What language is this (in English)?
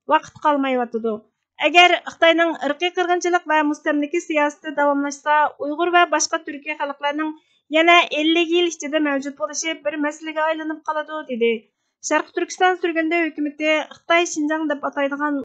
Uyghur